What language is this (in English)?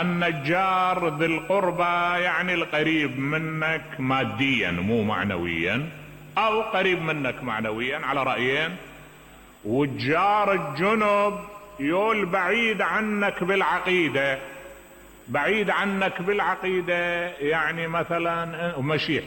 Mesopotamian Arabic